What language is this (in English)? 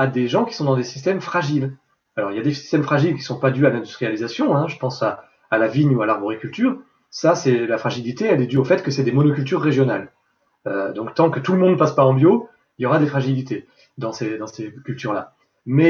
French